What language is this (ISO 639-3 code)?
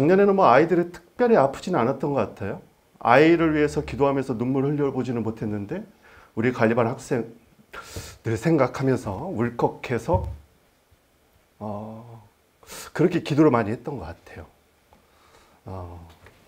kor